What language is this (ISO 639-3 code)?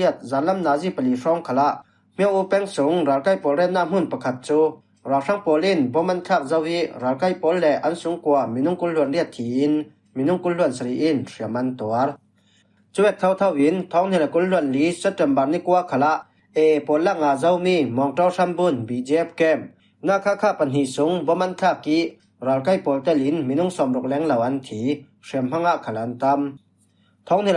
cfm